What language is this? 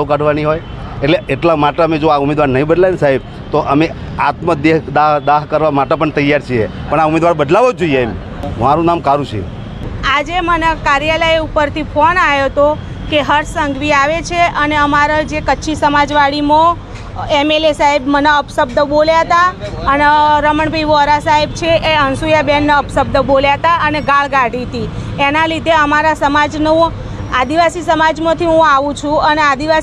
Gujarati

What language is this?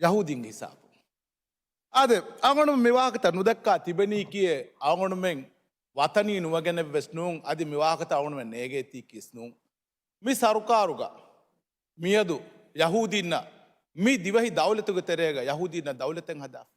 Divehi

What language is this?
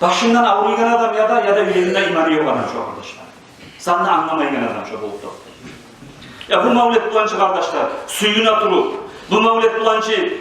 Kumyk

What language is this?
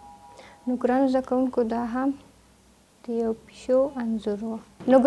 Pashto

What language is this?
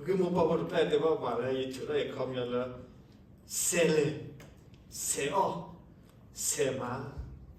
S'gaw Karen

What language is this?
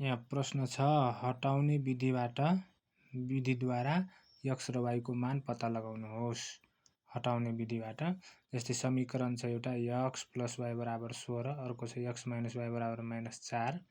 Nepali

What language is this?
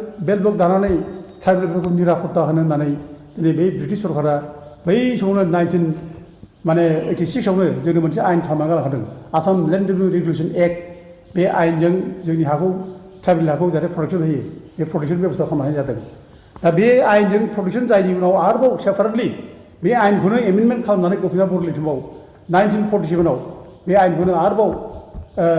Bodo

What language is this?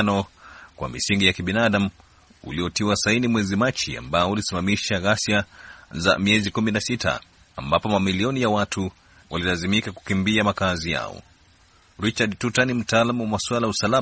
Swahili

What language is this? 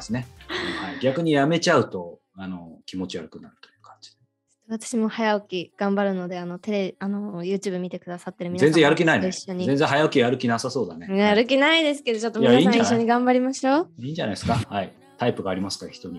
Japanese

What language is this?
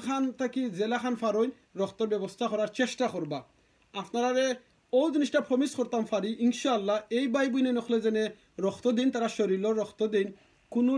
Sylheti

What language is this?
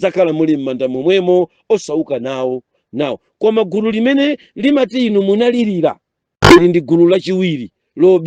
Nyanja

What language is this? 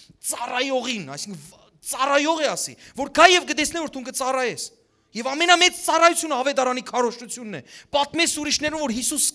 Western Armenian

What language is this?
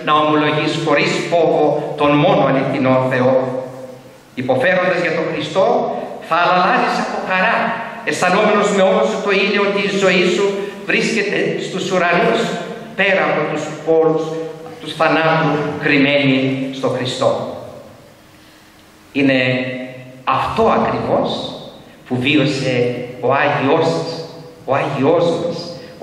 Greek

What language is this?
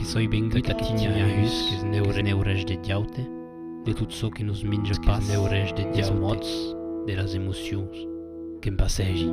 Occitan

